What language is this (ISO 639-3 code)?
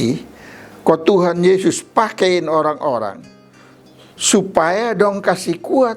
mkn